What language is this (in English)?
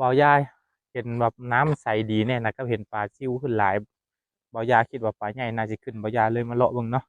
Lao